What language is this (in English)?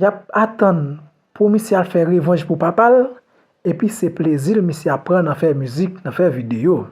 Haitian Creole